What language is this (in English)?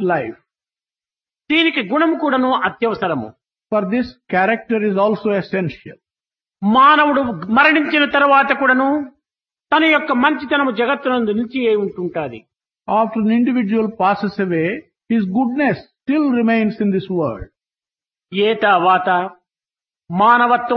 Telugu